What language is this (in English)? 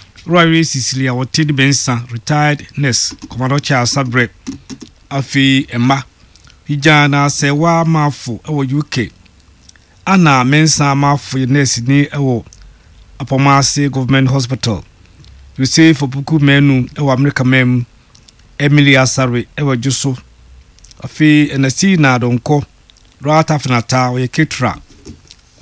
Akan